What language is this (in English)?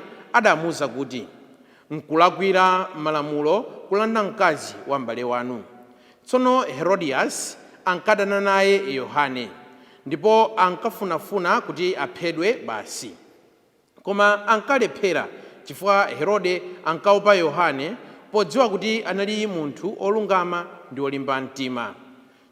Nyanja